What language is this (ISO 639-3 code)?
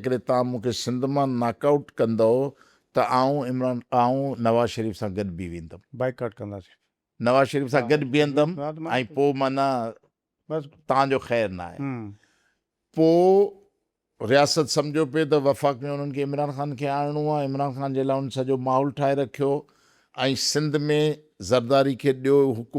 snd